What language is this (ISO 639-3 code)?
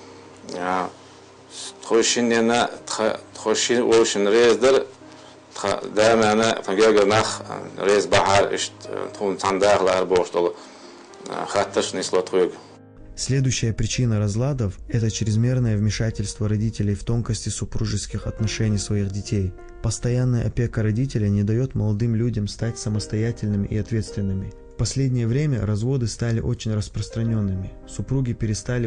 che